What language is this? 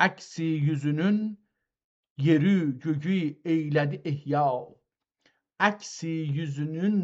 South Azerbaijani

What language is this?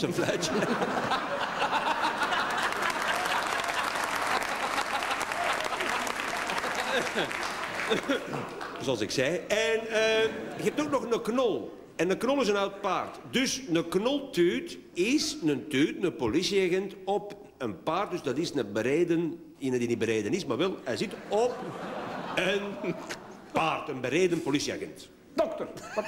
Dutch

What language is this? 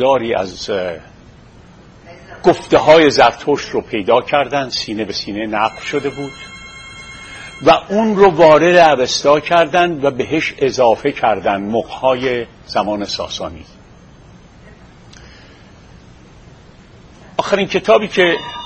Persian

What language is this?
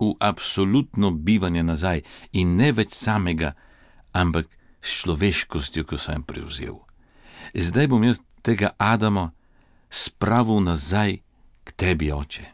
Slovenian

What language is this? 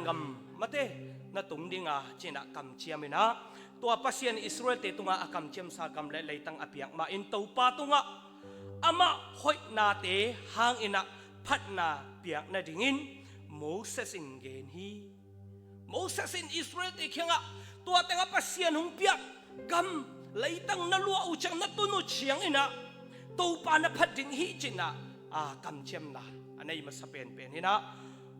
Tedim Chin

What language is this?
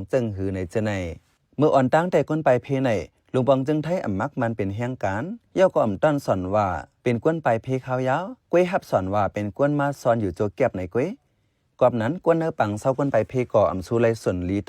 Shan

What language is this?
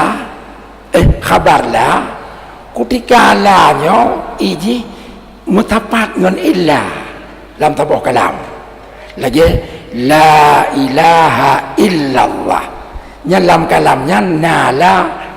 Achinese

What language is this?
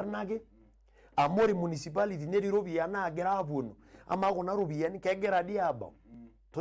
Masai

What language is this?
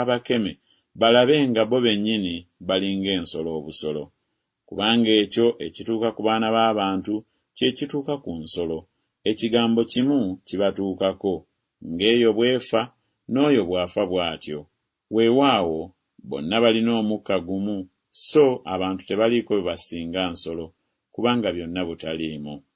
Ganda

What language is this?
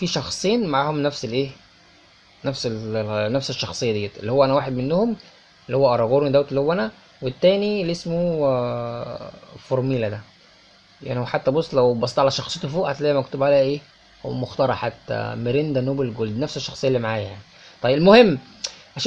Egyptian Arabic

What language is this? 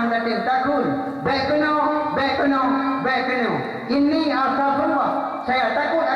Achinese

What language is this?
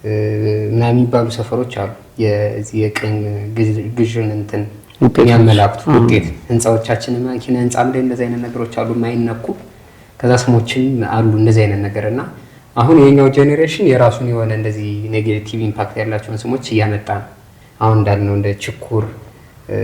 Amharic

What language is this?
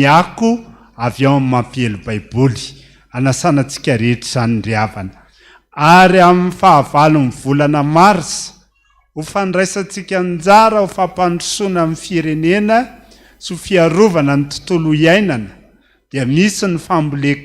Malagasy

